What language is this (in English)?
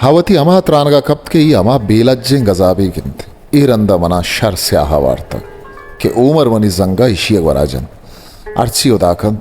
Eastern Balochi